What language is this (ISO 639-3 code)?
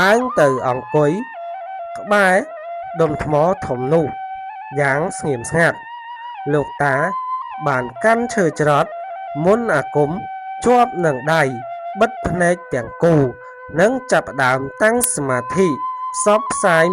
khm